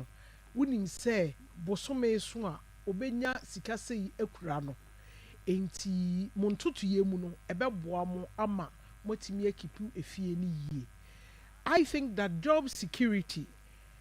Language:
Akan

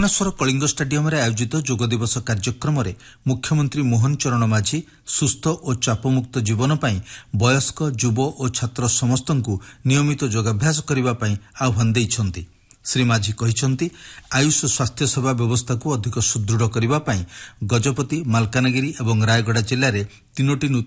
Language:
Odia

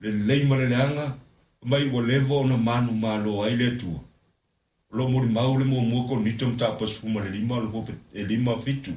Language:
Samoan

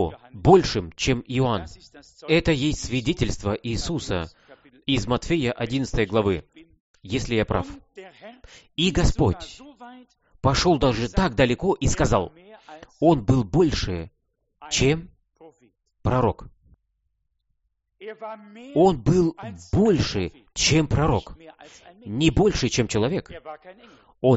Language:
Russian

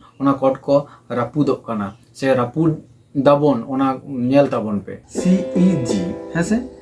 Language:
Santali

